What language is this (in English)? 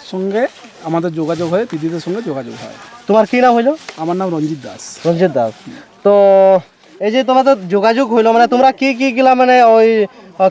Santali